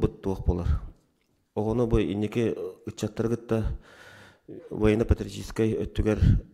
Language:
Yakut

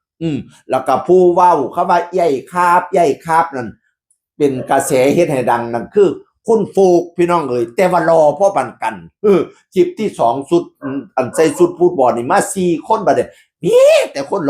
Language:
Northeastern Thai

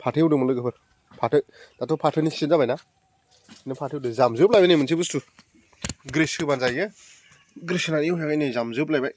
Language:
Bodo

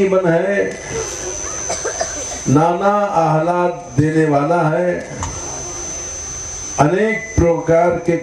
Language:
Hindi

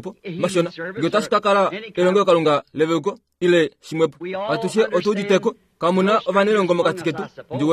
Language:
Kuanyama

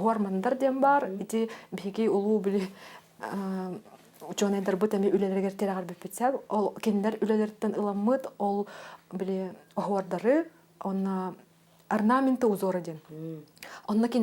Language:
Yakut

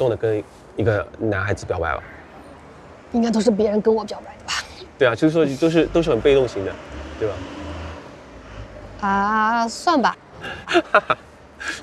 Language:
Chinese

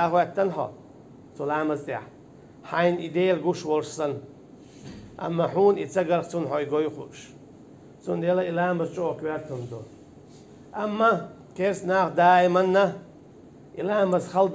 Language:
Chechen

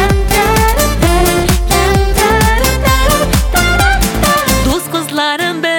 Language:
Tatar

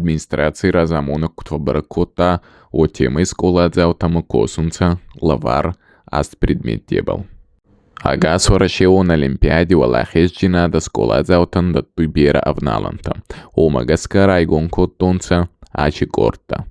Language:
Ossetic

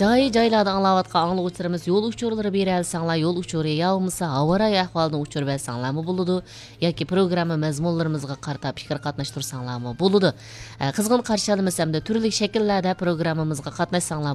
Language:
Uyghur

